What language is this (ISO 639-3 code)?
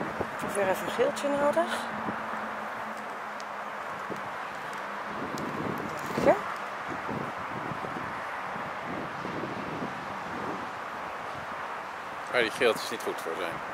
nld